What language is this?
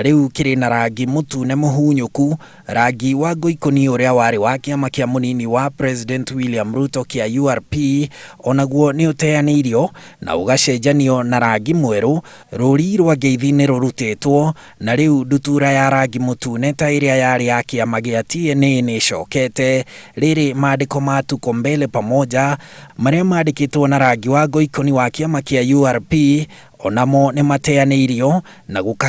Kikuyu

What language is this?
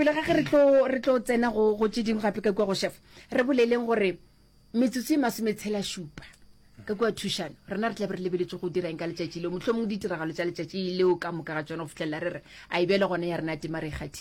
Northern Sotho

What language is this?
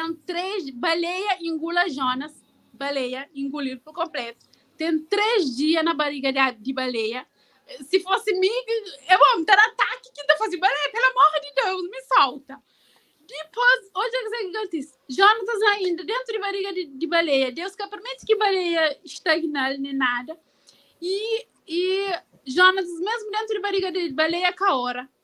Kabuverdianu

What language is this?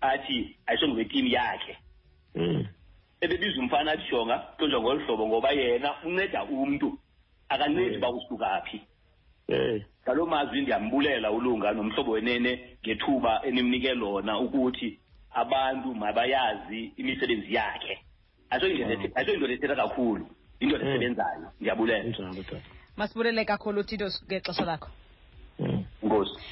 Xhosa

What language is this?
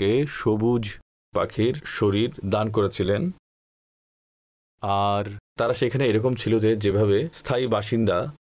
Bangla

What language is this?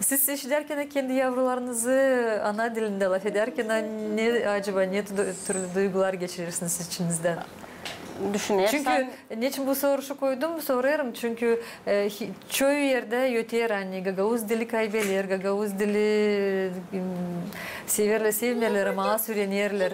Gagauz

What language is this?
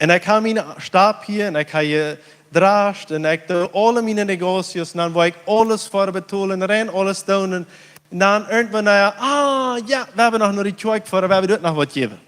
Plautdietsch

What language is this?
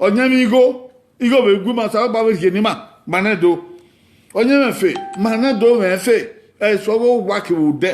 Bini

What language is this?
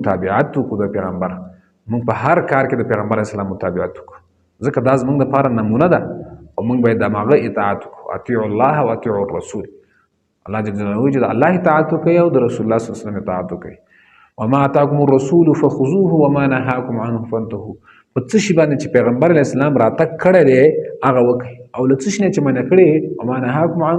Pashto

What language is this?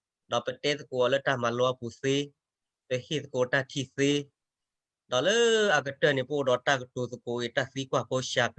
S'gaw Karen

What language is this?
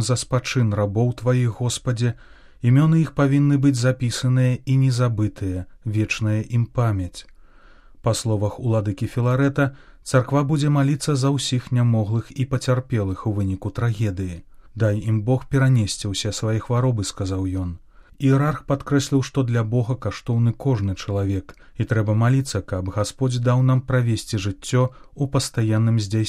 Belarusian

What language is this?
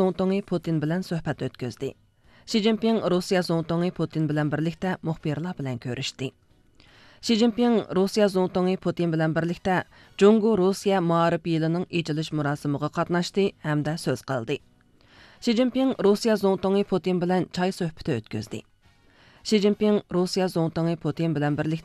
Uyghur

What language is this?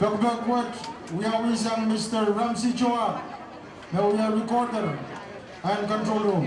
Pohnpeian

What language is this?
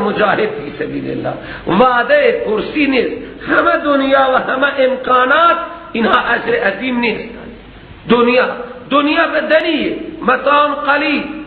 Persian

